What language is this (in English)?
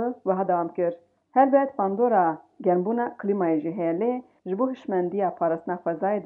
Kurdish